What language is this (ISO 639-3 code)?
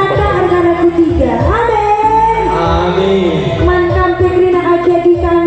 btx